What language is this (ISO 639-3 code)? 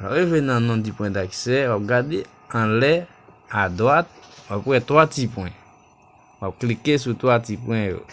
hat